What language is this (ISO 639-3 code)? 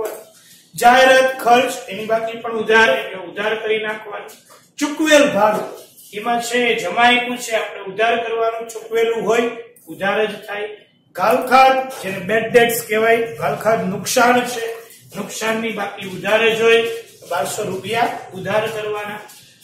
guj